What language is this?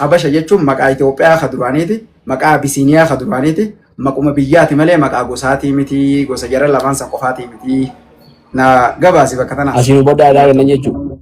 Oromo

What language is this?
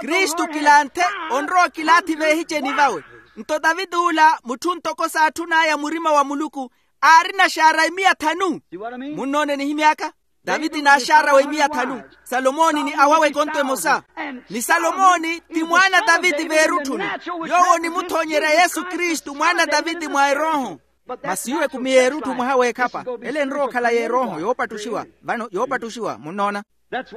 Makhuwa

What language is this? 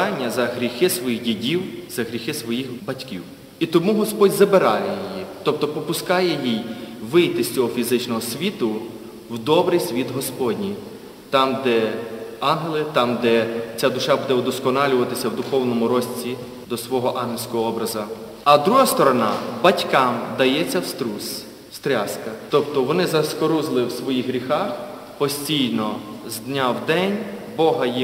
Ukrainian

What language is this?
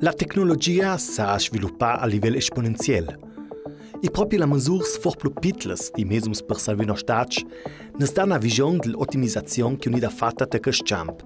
Ladin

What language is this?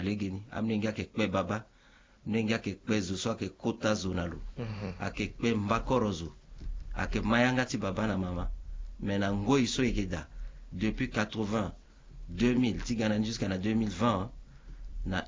Sango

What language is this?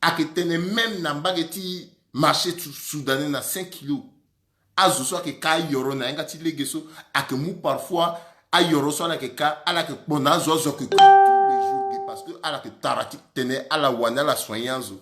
Sango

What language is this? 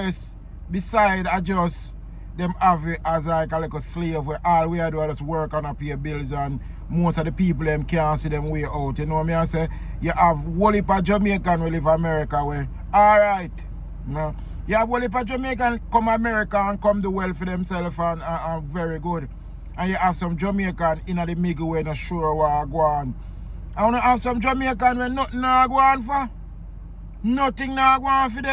Jamaican Creole English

